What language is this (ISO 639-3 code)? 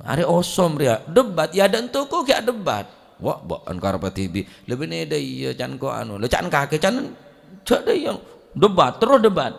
mad